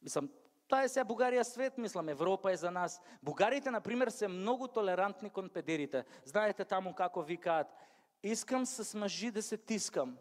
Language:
Macedonian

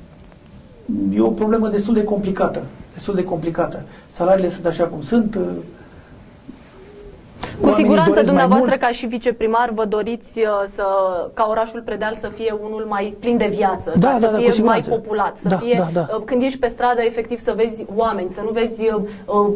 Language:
Romanian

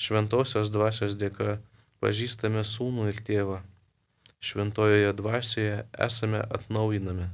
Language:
Lithuanian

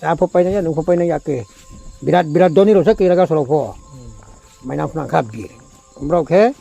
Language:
Riang (India)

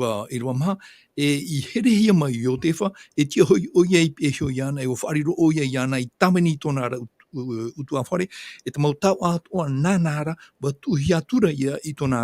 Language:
Tahitian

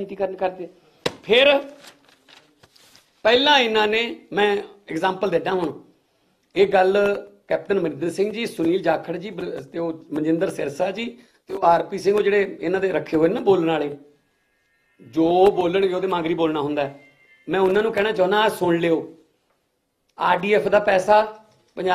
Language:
Punjabi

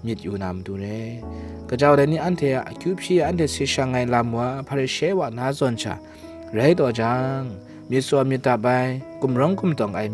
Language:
Kachin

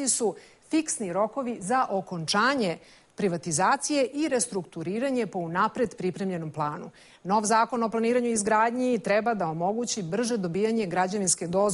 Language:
Serbian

